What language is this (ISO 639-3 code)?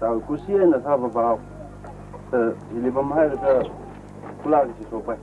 nmf